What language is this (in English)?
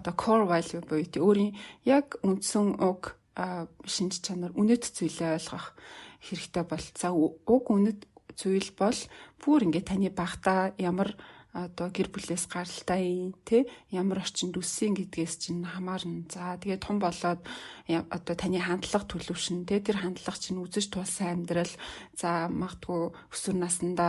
Mongolian